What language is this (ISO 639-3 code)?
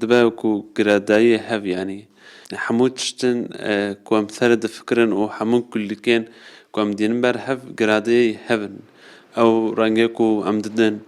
kur